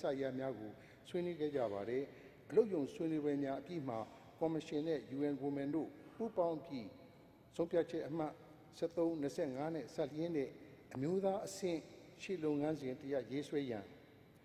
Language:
Burmese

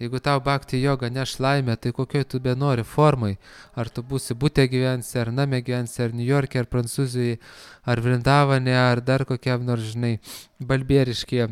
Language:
Lithuanian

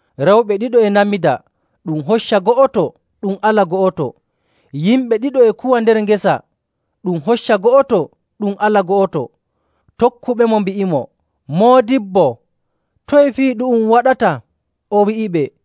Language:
Nigerian Fulfulde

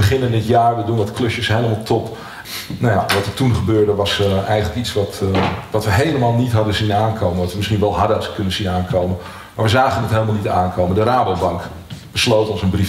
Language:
Dutch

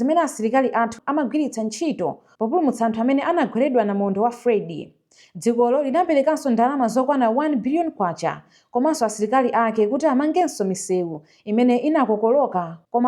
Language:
Nyanja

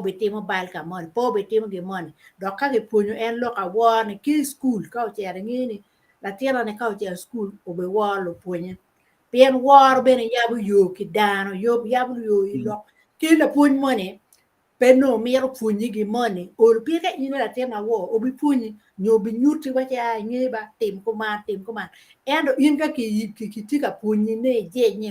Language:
Acoli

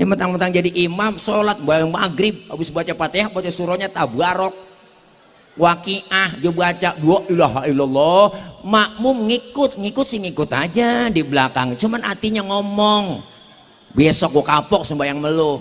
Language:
Betawi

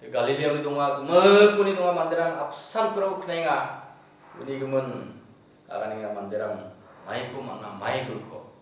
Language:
Garo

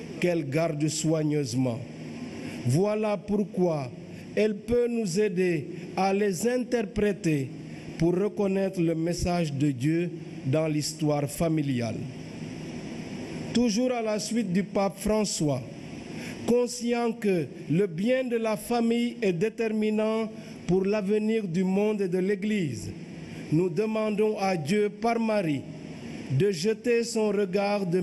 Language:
French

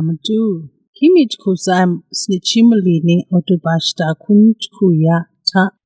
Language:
Kachin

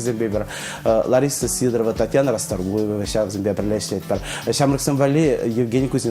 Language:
Chuvash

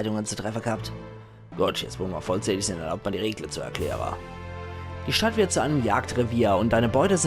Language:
Palatine German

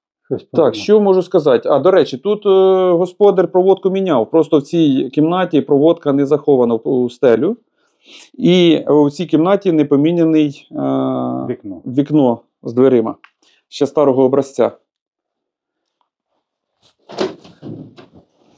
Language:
Ukrainian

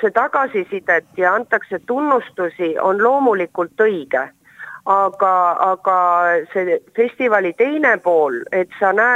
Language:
Estonian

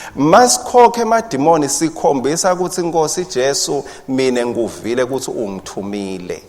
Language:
Swati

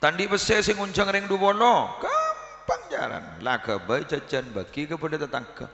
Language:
Madurese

